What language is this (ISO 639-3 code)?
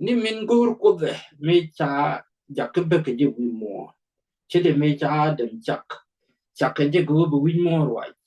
nus